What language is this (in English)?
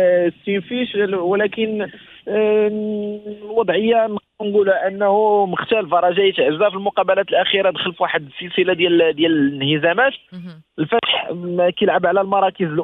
Moroccan Arabic